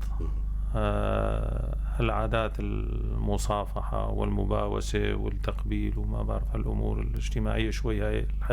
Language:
North Levantine Arabic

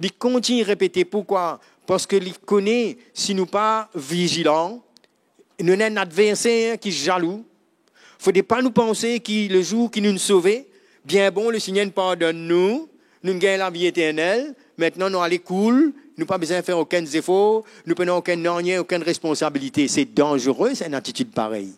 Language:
Morisyen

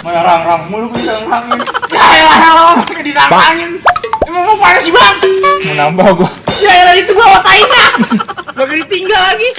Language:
Betawi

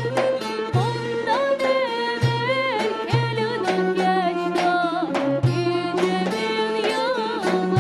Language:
Crimean Tatar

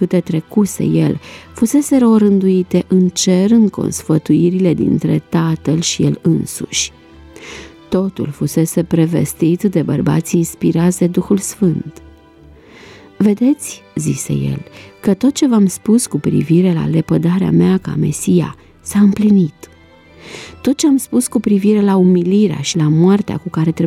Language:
Romanian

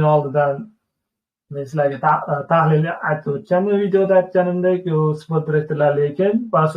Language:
Uzbek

